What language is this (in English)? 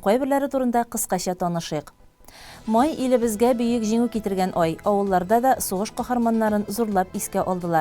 Tatar